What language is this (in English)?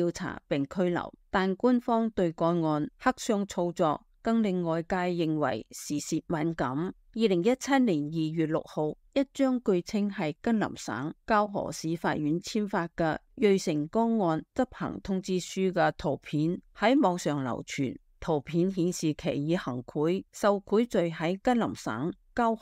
Cantonese